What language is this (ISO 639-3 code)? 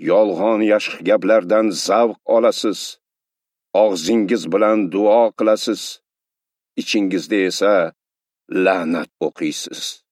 uzb